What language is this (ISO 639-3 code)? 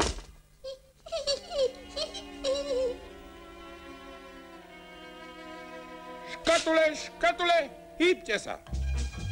slk